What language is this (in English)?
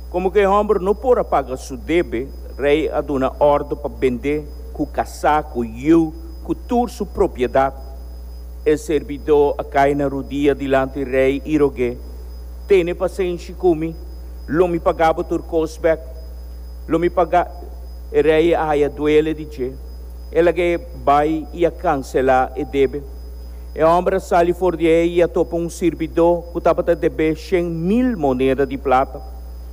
Papiamento